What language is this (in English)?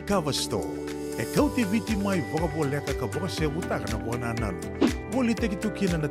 Fijian